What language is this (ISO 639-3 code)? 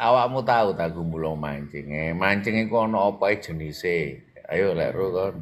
jav